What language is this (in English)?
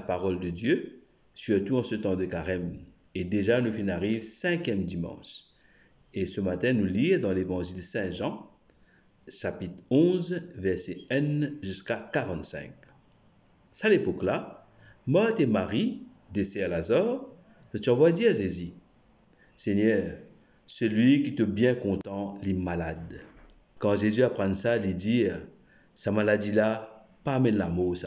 Morisyen